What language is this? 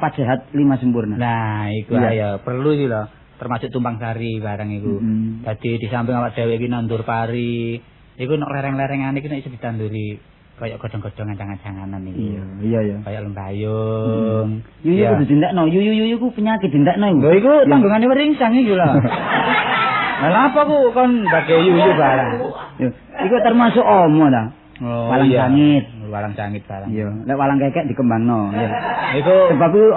Javanese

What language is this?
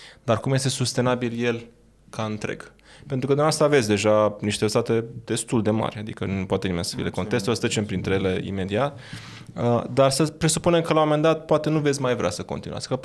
Romanian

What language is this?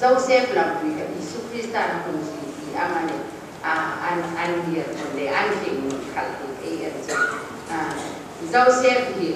Hmar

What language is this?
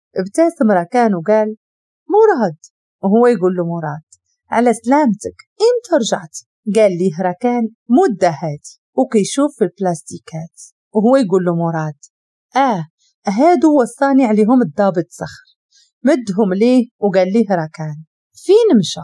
Moroccan Arabic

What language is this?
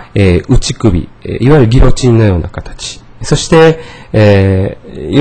Japanese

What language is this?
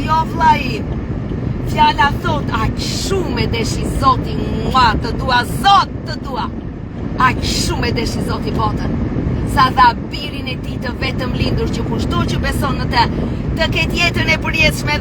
Albanian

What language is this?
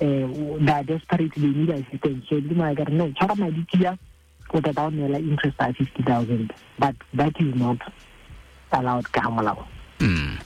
Tswana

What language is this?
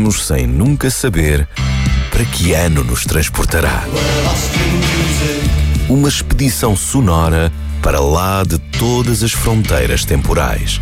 Portuguese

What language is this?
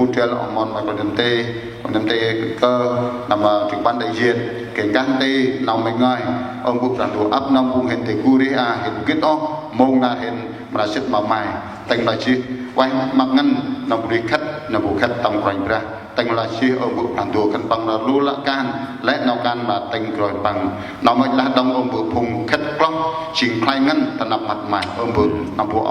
Central Mnong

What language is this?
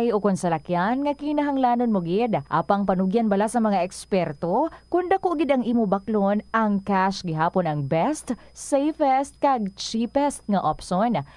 Hiligaynon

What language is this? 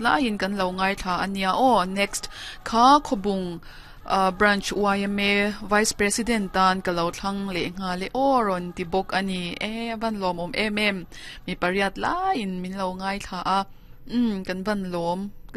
Mizo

